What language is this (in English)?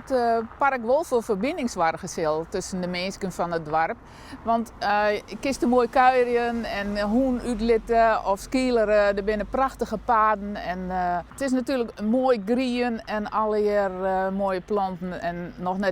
Western Frisian